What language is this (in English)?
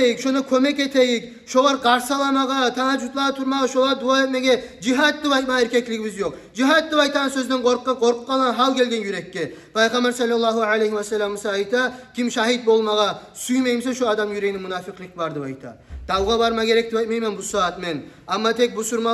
Kumyk